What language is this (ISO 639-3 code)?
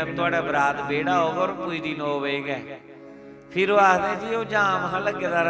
doi